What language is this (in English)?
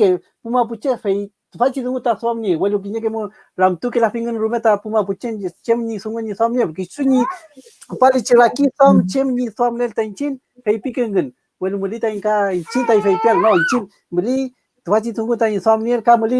Mapuche